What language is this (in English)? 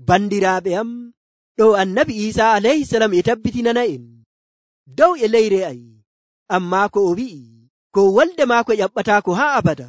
Nigerian Fulfulde